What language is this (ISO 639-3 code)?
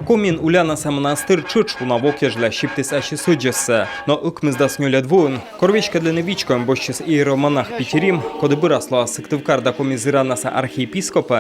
kom